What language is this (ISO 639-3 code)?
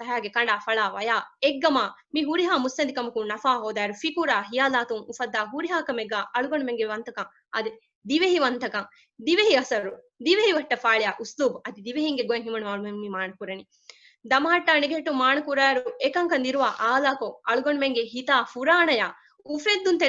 div